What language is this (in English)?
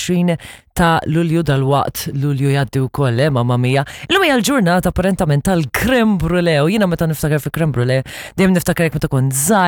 Maltese